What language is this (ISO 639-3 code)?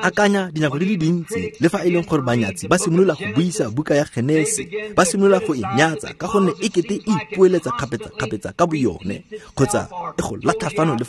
tsn